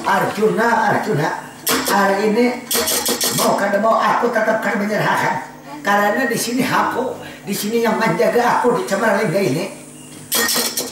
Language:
Banjar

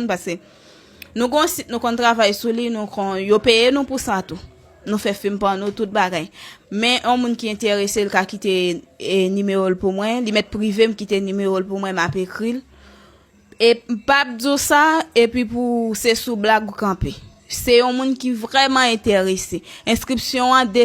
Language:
Haitian Creole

